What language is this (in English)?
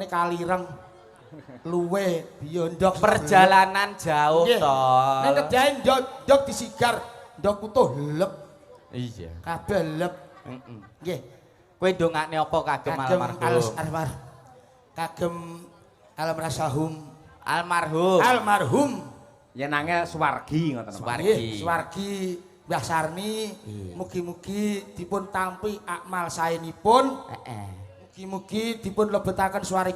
Javanese